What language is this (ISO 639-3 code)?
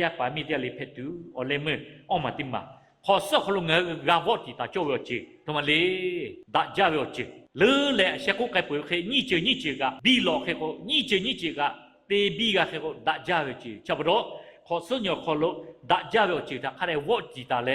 lhu